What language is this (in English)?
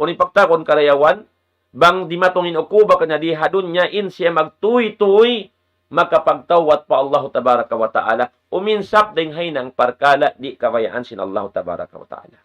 Tausug